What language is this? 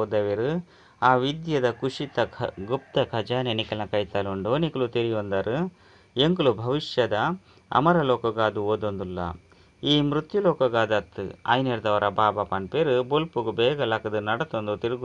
Tulu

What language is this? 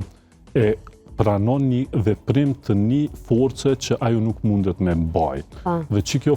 Albanian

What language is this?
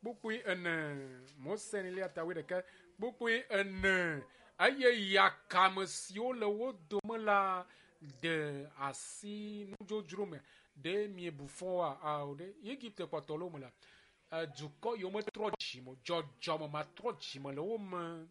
Ewe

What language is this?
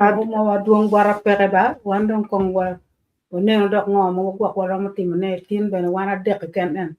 Acoli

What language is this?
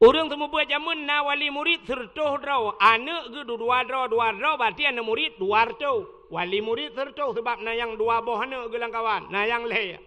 Achinese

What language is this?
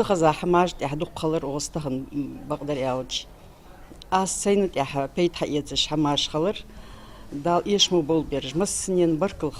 Ingush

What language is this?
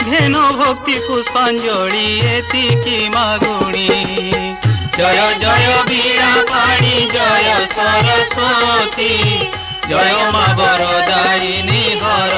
Odia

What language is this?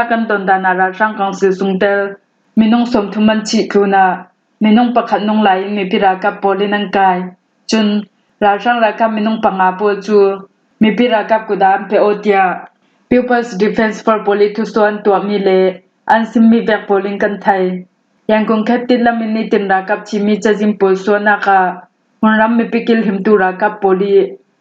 Falam Chin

